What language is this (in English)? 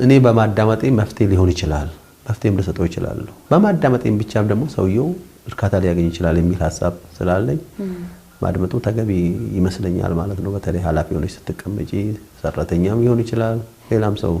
Amharic